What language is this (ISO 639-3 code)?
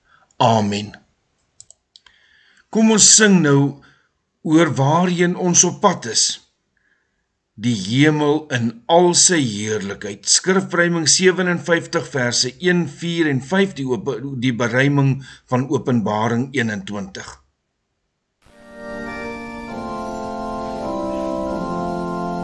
afr